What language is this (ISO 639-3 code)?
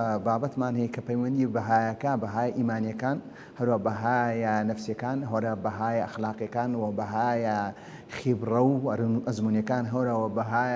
ckb